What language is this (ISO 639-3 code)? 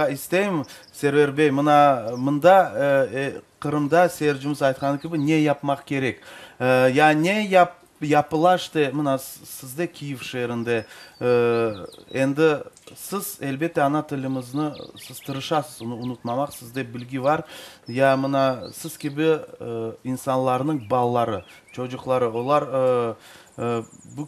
crh